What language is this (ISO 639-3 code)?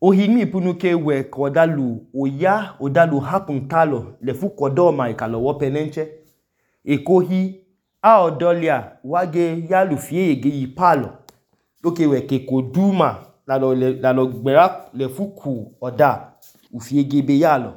idu